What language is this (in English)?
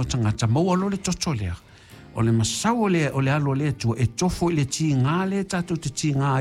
Samoan